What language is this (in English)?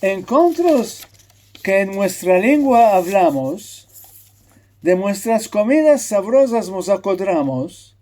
Ladino